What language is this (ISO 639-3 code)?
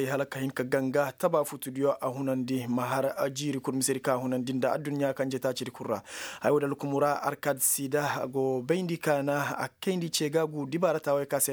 ses